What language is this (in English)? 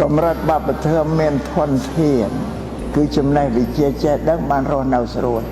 Khmer